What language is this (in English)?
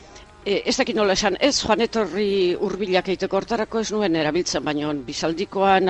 Basque